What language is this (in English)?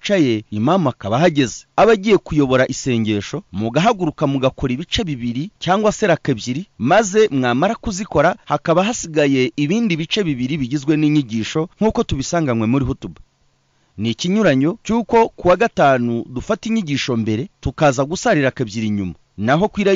Kinyarwanda